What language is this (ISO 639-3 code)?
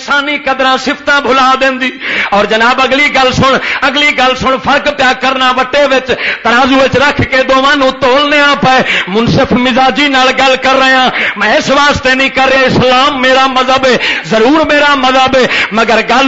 lah